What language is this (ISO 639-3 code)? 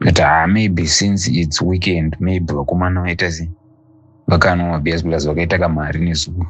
sna